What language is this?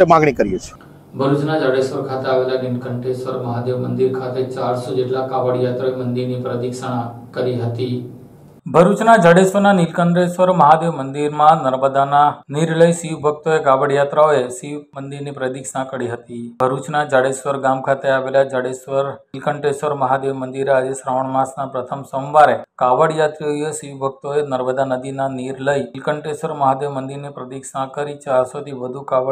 Gujarati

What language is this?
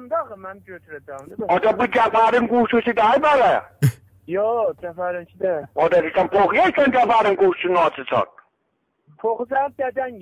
South Azerbaijani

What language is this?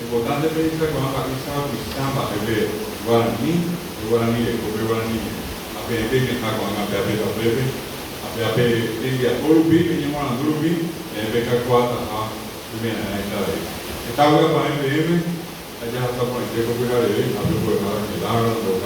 Guarani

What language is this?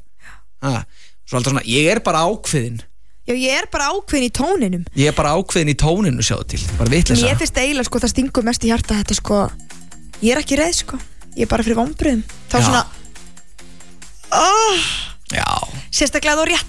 Icelandic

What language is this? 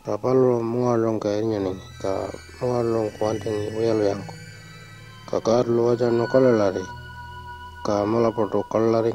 Pitjantjatjara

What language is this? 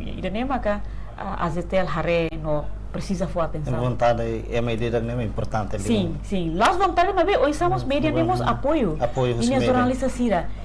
Tetum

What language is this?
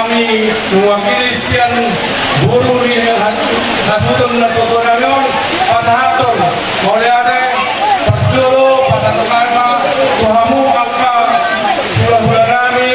Batak Toba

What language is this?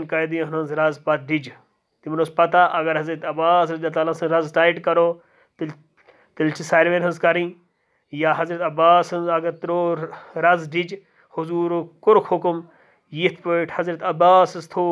Kashmiri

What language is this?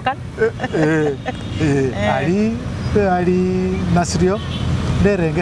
Masaaba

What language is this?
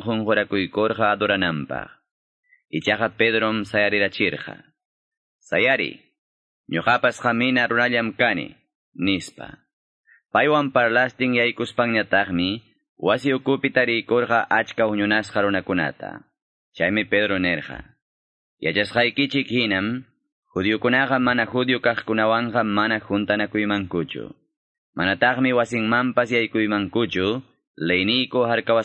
Quechua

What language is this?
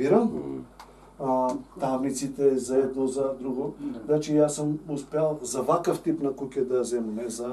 Macedonian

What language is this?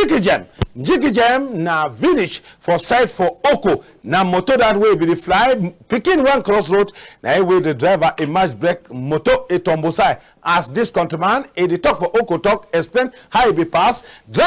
Cameroon Pidgin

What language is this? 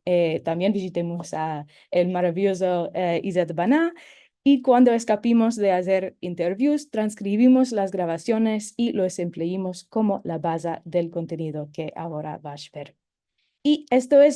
Ladino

